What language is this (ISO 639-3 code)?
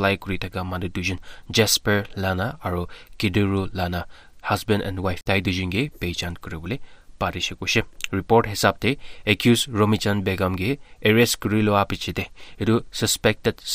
nag